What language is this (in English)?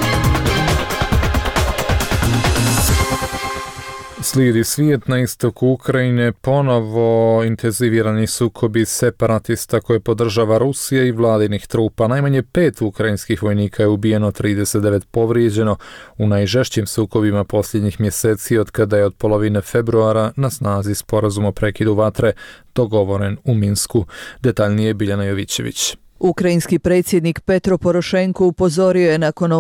Bosnian